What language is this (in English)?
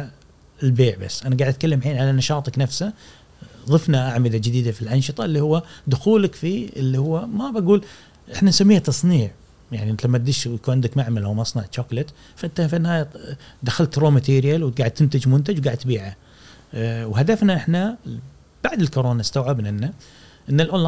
Gulf Arabic